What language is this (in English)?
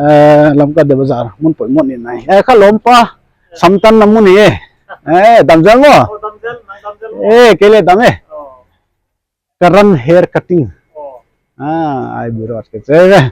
Paite Chin